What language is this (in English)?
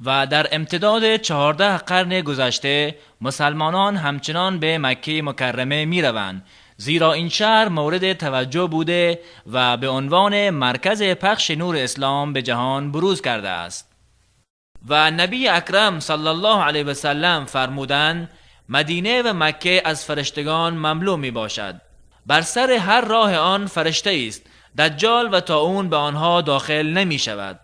Tajik